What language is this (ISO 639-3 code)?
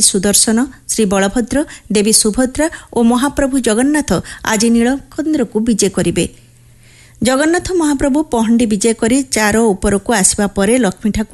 ori